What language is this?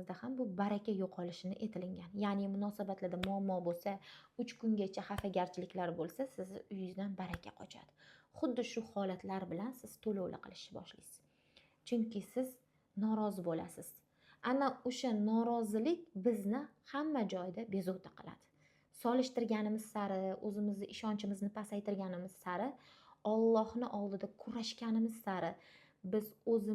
Uzbek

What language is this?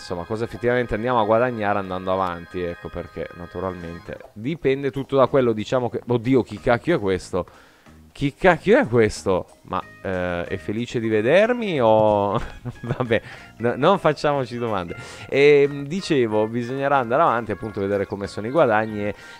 Italian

